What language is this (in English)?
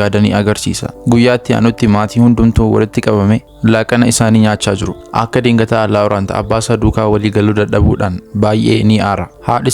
Oromo